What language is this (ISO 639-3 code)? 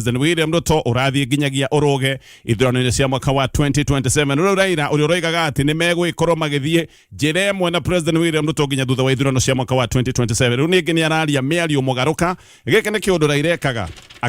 kik